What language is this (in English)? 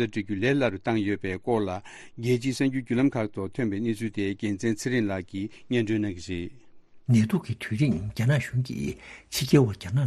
Tibetan